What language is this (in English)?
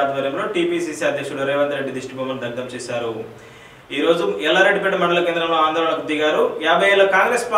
Telugu